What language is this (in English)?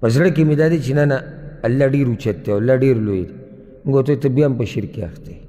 Pashto